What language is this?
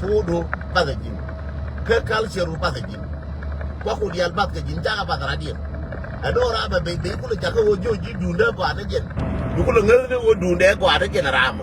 Nuer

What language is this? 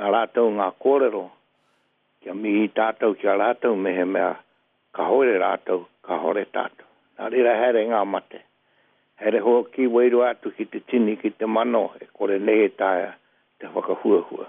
Māori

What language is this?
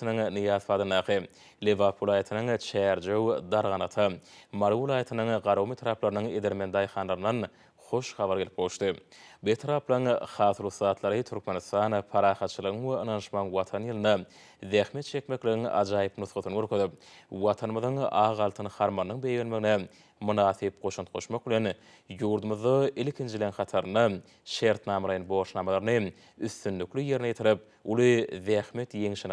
Turkmen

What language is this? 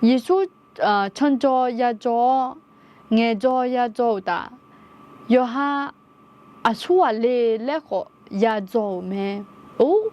Akha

